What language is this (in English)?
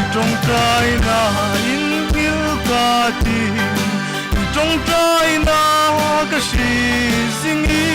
Hmar